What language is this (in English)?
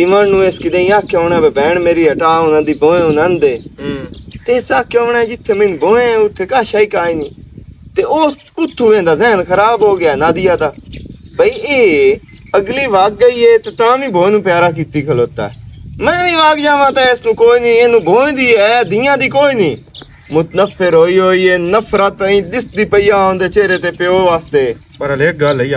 Western Panjabi